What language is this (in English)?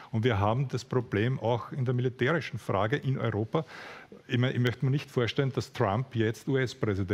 German